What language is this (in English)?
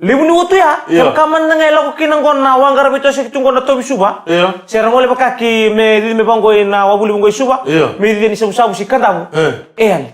Fijian